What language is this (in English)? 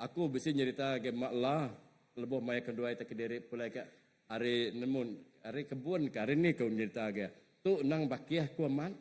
Iban